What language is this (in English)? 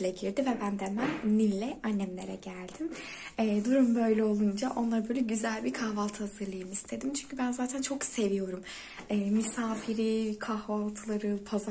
Turkish